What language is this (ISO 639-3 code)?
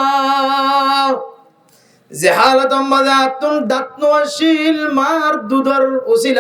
rhg